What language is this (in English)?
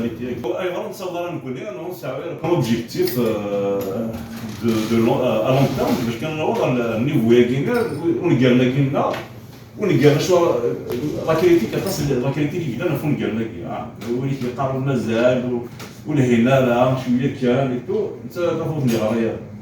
Kabyle